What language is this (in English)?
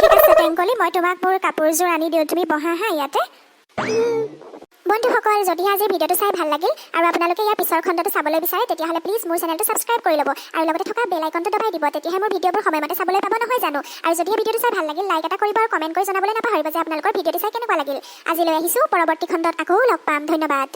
Assamese